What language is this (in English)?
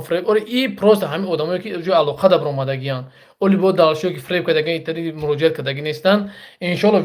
Tajik